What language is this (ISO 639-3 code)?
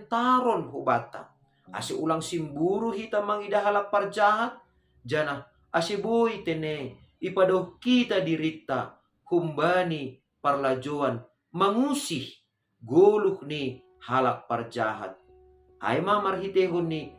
bts